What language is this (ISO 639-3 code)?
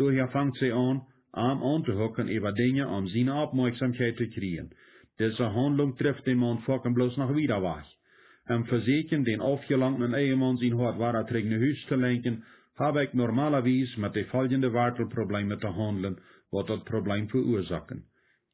pdt